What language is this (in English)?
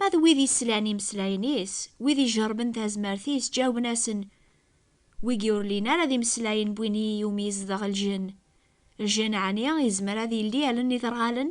Kabyle